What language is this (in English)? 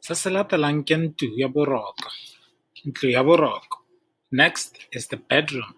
Tswana